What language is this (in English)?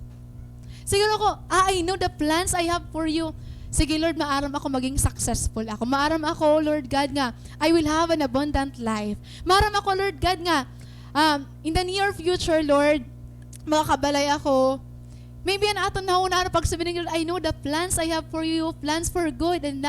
Waray